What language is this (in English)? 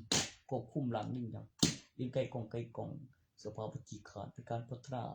Northeastern Thai